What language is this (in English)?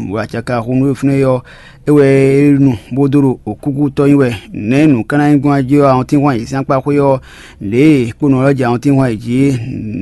Fon